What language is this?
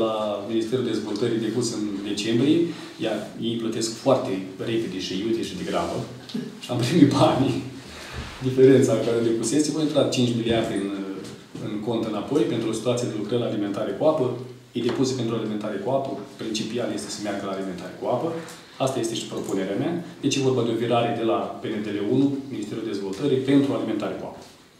Romanian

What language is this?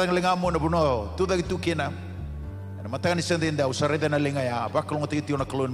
Fijian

